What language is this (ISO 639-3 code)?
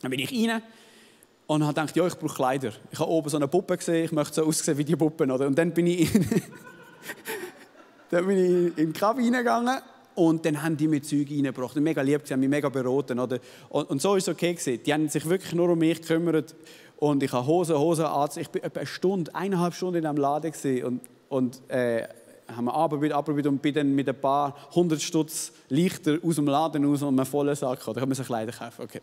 gsw